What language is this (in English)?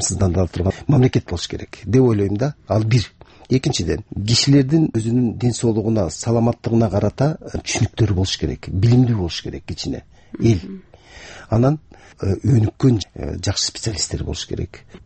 Kyrgyz